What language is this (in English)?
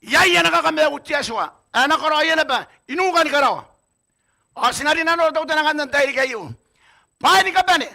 Gilbertese